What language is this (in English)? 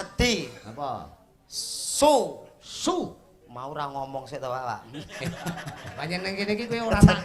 Javanese